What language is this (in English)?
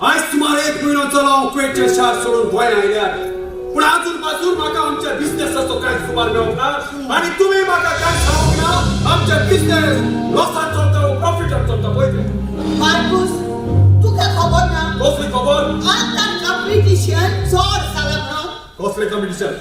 Konkani